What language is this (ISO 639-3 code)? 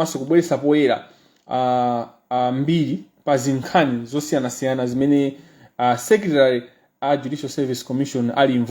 nya